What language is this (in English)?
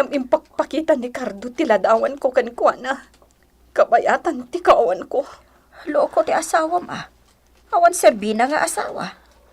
Iloko